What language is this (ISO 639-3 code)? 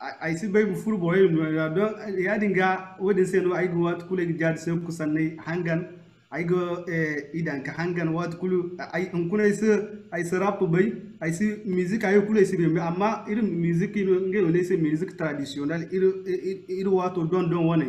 dje